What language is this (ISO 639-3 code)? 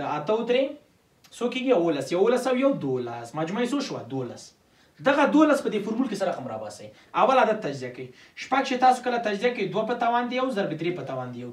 pus